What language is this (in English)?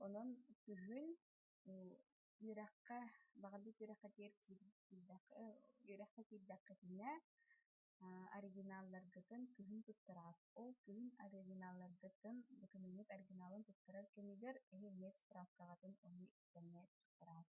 Yakut